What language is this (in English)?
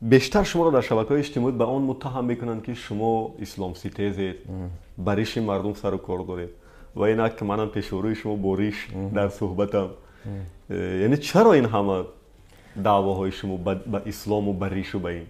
Tajik